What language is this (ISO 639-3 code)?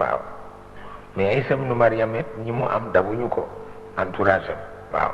wol